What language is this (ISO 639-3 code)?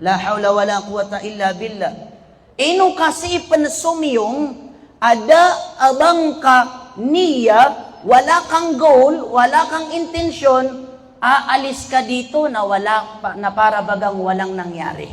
mrw